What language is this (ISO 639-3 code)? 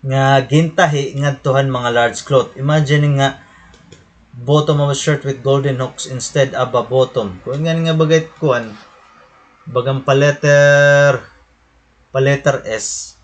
war